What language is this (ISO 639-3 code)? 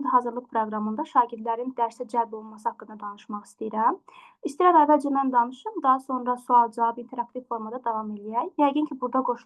aze